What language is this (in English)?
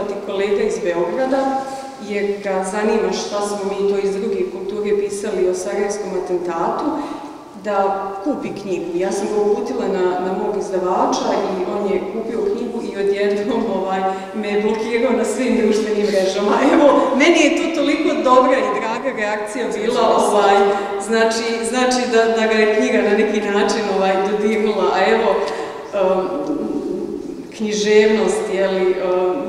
Bosnian